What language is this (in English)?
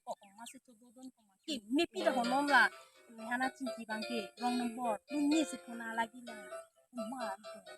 Karbi